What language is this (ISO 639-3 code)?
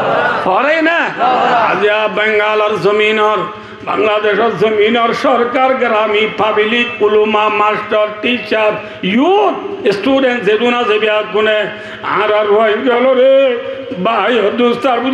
rhg